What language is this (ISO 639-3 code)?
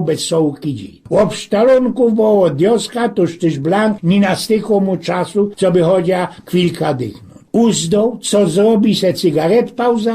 szl